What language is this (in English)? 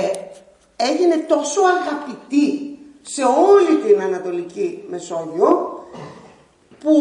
Greek